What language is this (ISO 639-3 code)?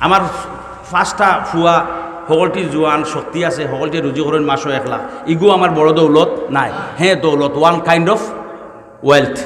syl